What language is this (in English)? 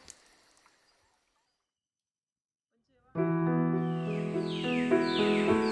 Marathi